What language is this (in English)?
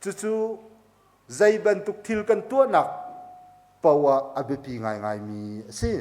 Hakha Chin